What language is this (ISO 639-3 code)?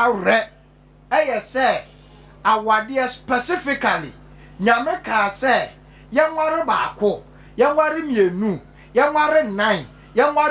aka